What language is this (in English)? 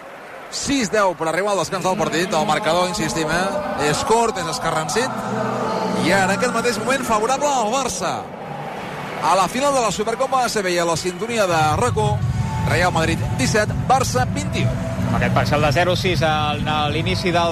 Catalan